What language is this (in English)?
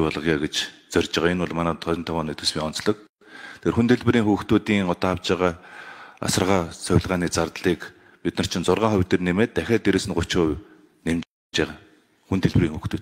Mongolian